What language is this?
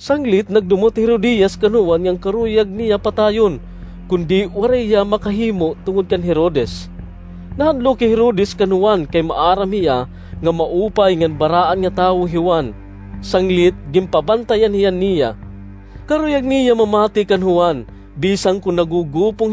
Waray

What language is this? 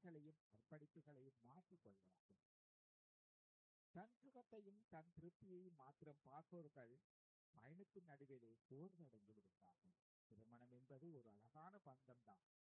Tamil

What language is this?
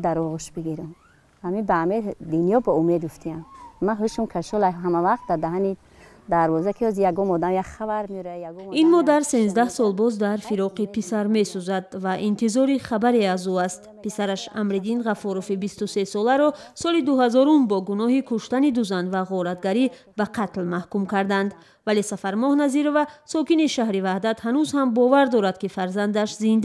Tajik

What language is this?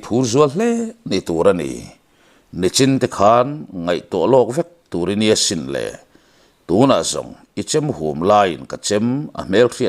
Mizo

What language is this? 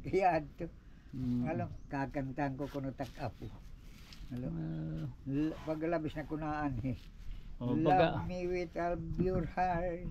Waray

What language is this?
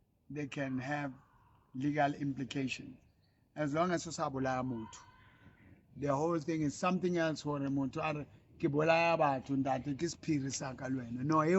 Southern Sotho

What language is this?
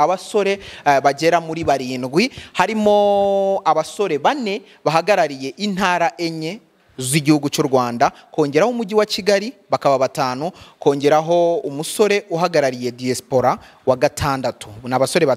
Kinyarwanda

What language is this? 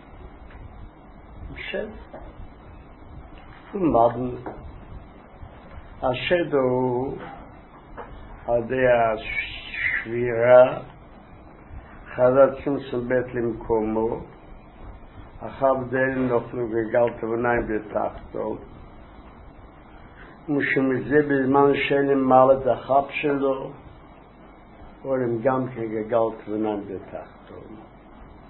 Hebrew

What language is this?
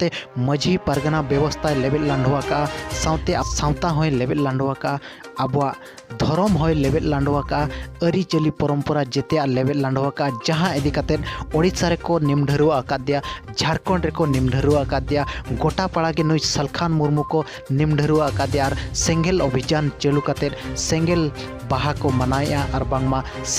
Santali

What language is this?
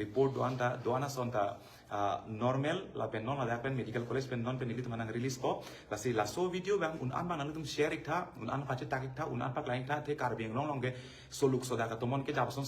Karbi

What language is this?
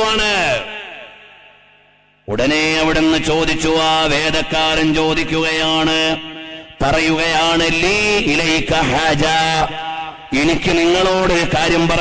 Malayalam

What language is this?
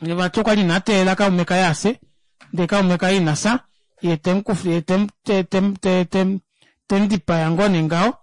Kuanyama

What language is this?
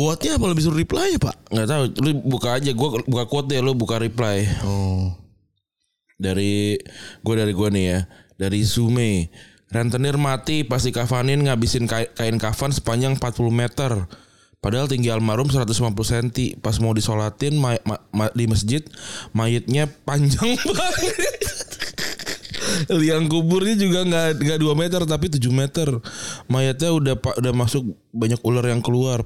Indonesian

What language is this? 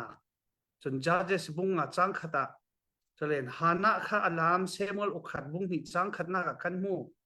Falam Chin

